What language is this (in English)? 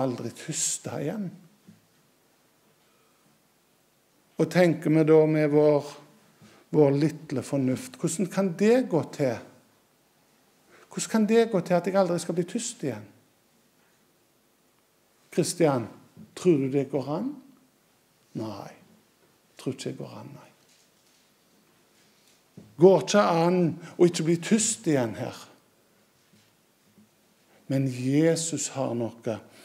Norwegian